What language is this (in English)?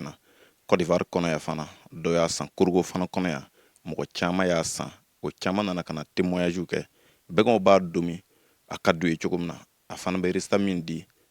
Bambara